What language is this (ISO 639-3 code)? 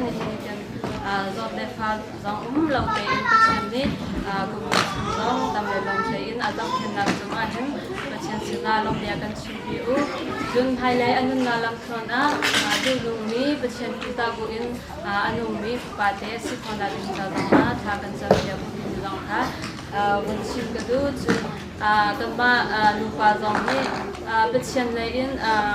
cnh